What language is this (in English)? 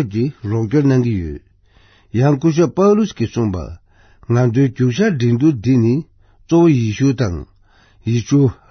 Tibetan